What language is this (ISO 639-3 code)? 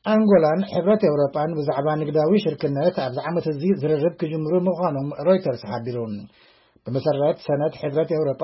tir